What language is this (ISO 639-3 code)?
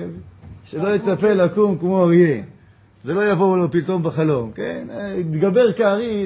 heb